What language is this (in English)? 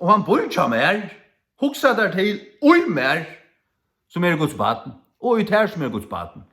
Faroese